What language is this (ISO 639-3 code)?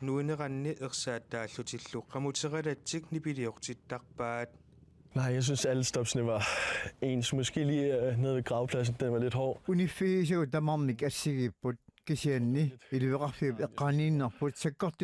kal